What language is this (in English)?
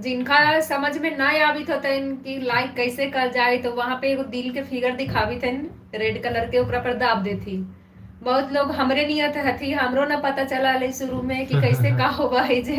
Magahi